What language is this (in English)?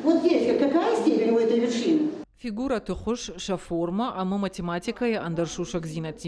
Ossetic